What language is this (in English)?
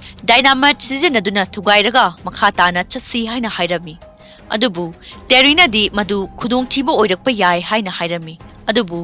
Manipuri